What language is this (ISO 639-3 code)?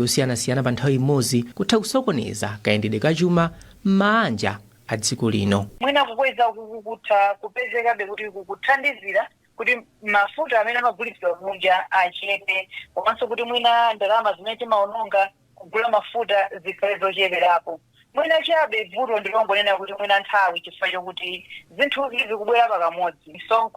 nya